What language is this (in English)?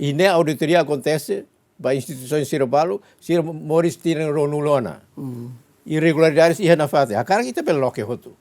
Tetum